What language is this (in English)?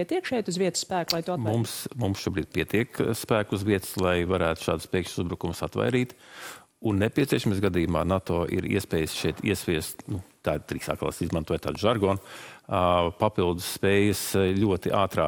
Latvian